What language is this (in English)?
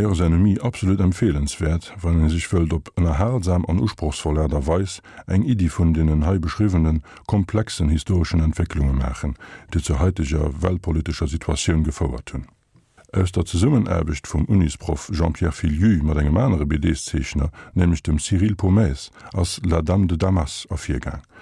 Luxembourgish